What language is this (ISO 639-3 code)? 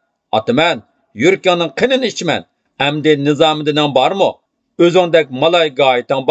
uig